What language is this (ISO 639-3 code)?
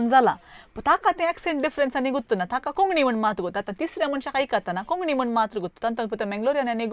kok